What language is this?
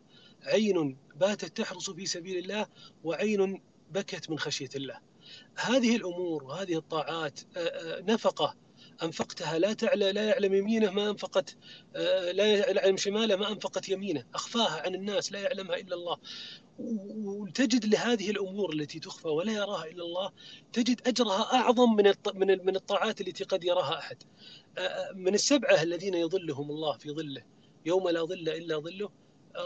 Arabic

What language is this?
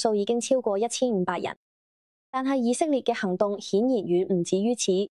Cantonese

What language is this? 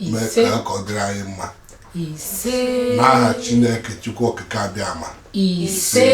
Igbo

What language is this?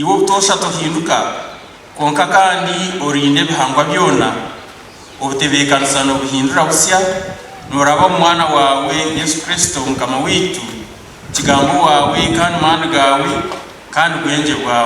Nyankole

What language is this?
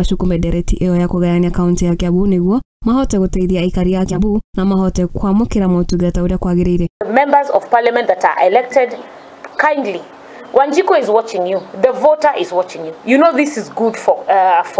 Kikuyu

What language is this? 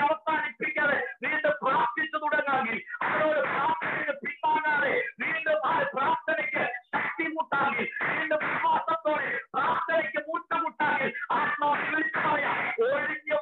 Malayalam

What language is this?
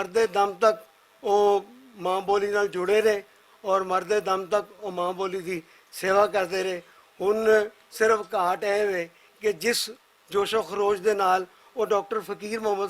Western Panjabi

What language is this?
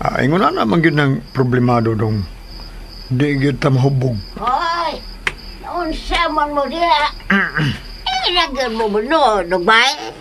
Cebuano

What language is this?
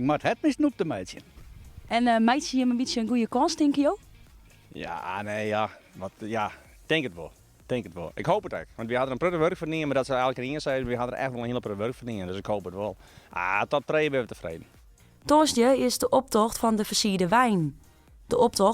Western Frisian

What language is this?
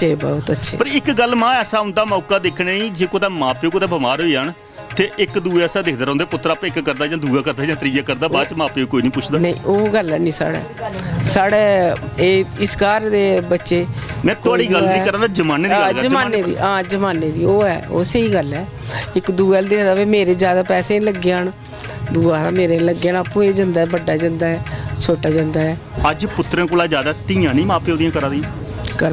Dogri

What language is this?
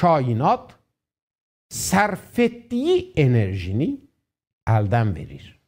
South Azerbaijani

